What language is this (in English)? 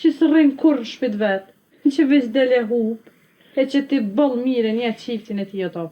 Albanian